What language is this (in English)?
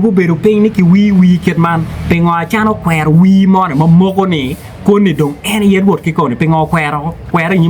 Acoli